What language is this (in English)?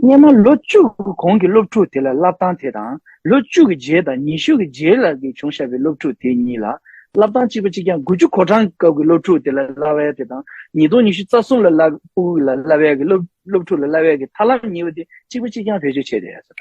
Tibetan